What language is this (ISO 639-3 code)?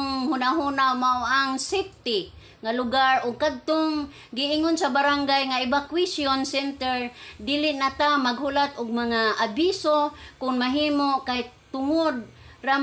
ceb